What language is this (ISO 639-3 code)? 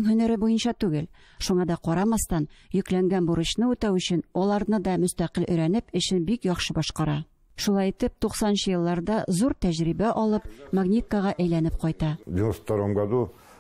tat